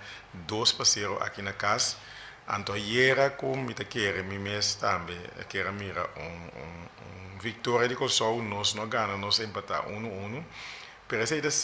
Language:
Papiamento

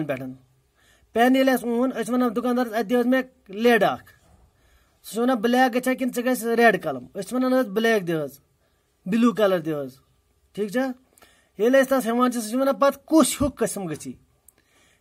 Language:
Kashmiri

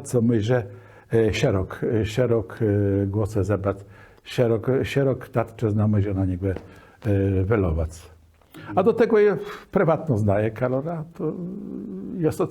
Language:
Kashubian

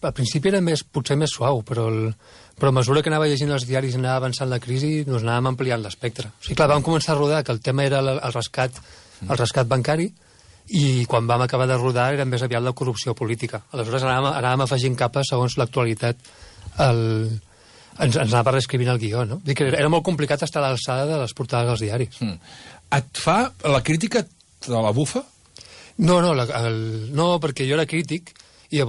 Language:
Catalan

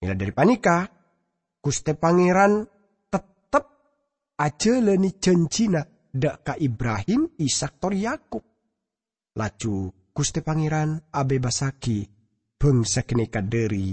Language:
Madurese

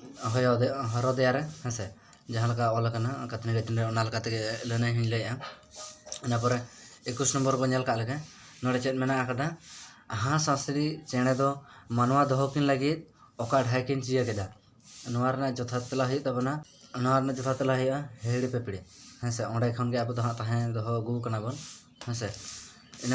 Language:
Santali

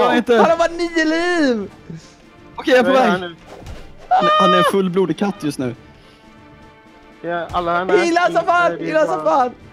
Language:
Swedish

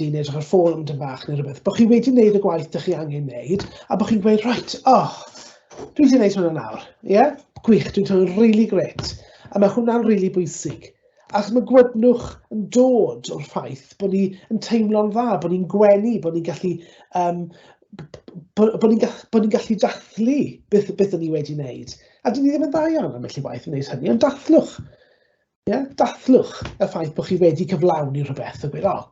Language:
Welsh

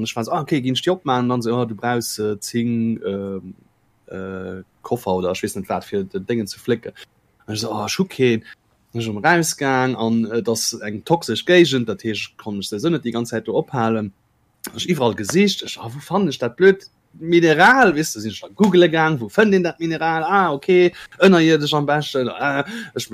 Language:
Luxembourgish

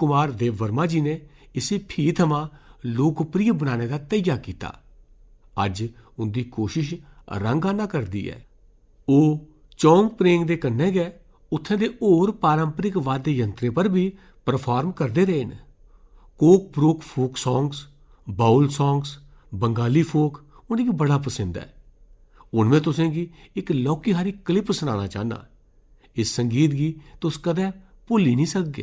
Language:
Dogri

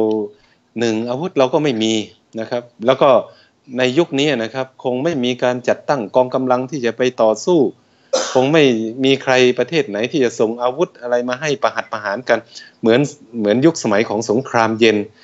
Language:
Thai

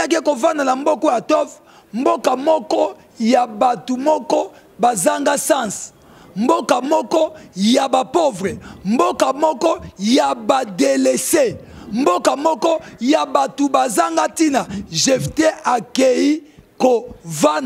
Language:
Lingala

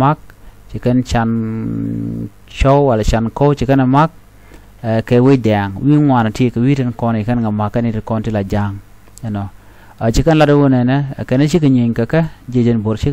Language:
Nuer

